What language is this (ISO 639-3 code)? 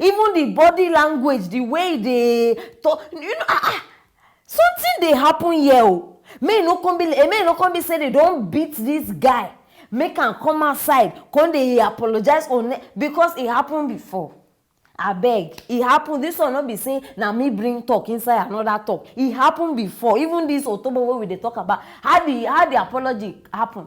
pcm